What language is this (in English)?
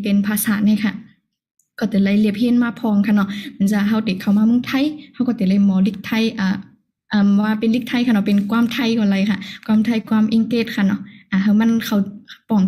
Shan